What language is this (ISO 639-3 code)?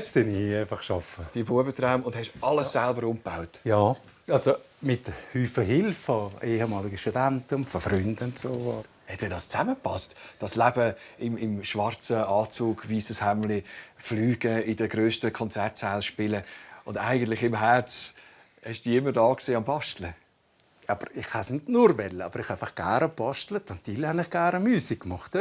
gsw